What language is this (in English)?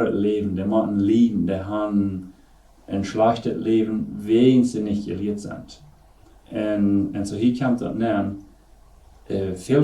Plautdietsch